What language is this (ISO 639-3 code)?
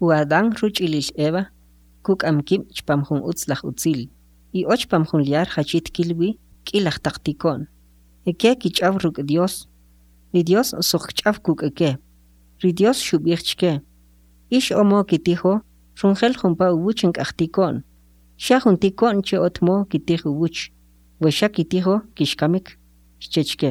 quc